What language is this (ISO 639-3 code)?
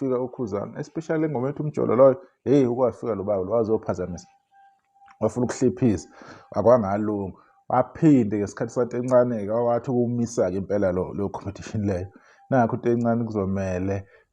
zul